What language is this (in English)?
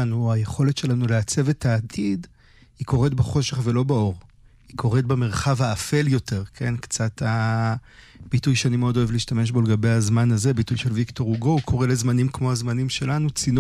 Hebrew